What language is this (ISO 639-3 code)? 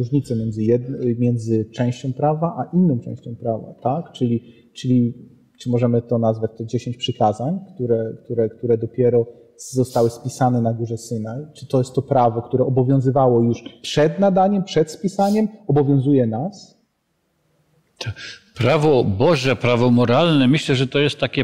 pol